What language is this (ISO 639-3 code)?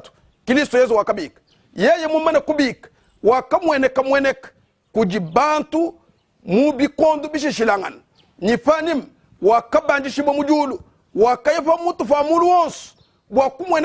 lua